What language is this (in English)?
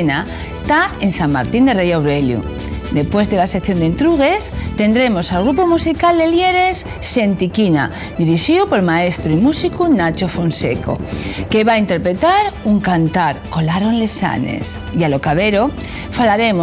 Asturian